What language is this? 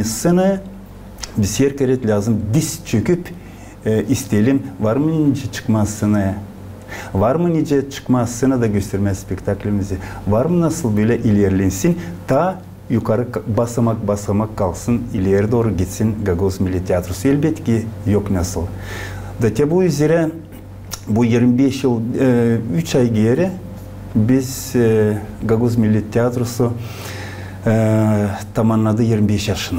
Gagauz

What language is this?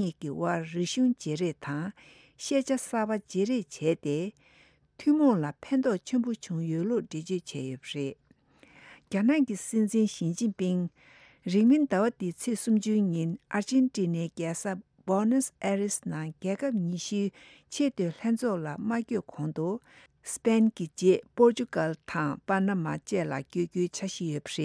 Tibetan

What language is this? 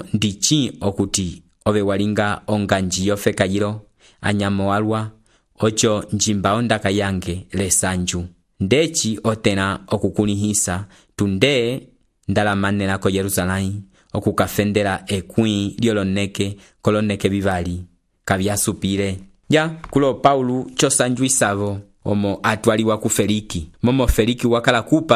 Umbundu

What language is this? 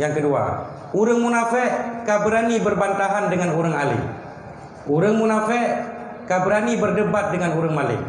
Achinese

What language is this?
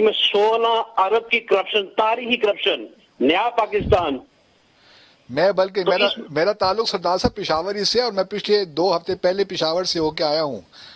Urdu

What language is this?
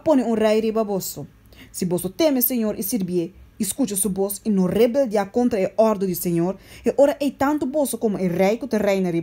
Papiamento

